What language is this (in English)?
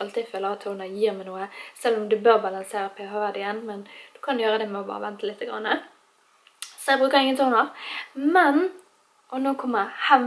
Norwegian